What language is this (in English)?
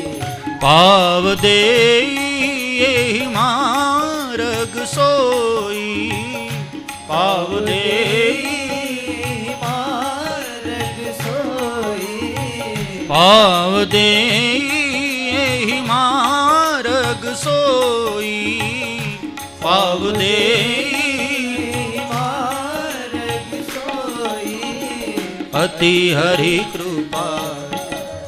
Hindi